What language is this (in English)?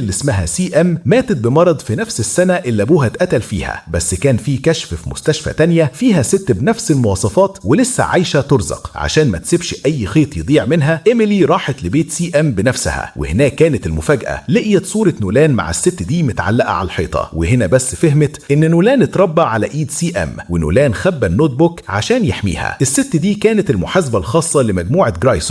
Egyptian Arabic